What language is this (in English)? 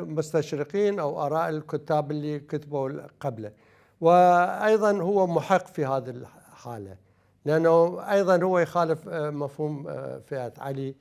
Mesopotamian Arabic